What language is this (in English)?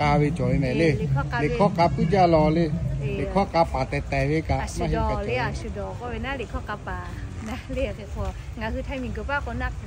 Lahu